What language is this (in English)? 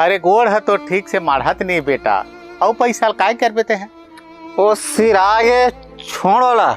Chhattisgarhi